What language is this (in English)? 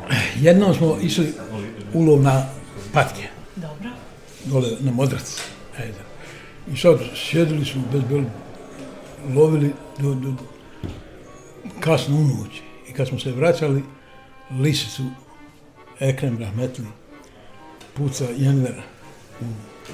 Bosnian